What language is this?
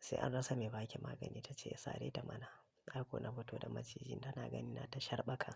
Hausa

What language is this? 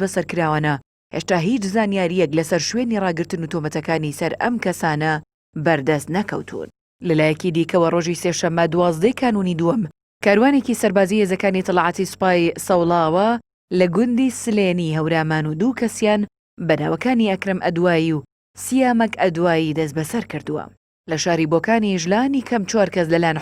Central Kurdish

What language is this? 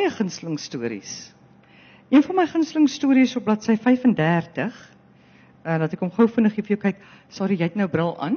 Afrikaans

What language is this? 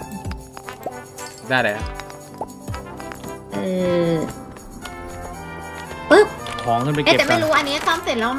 Thai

